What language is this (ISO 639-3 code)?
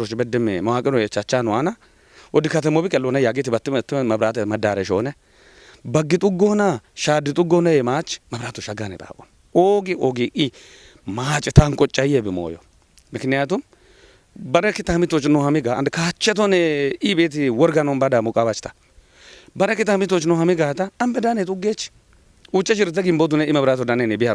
kbr